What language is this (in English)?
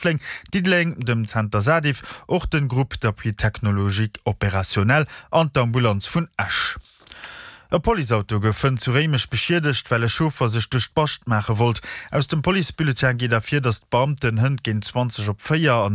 Luxembourgish